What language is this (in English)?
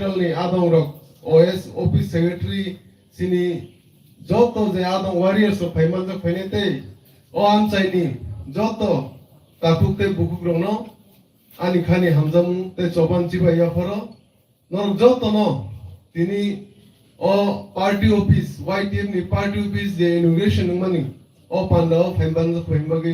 Kok Borok